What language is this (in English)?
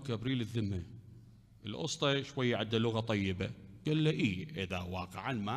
Mesopotamian Arabic